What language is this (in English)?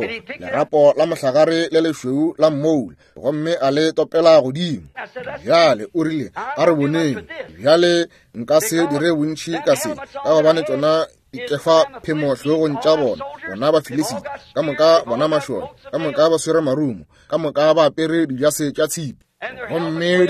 Northern Sotho